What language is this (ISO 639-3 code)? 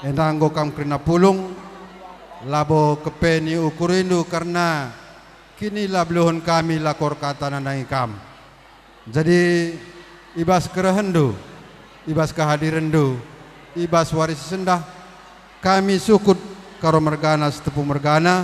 btx